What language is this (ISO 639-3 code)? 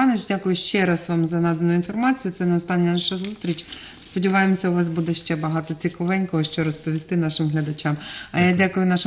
ukr